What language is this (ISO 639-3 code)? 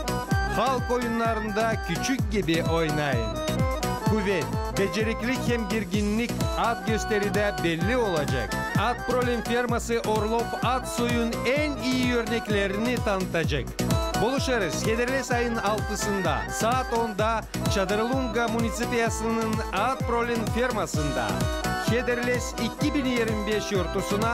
gag